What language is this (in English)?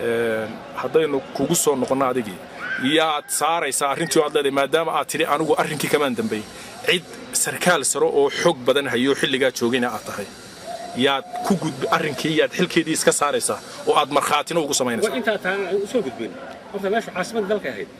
Somali